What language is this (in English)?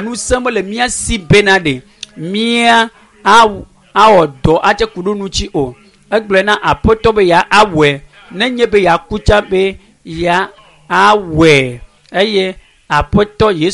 Ewe